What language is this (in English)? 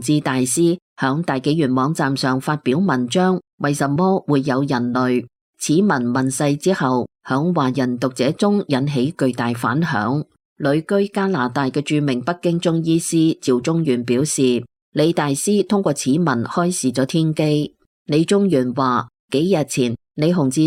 Cantonese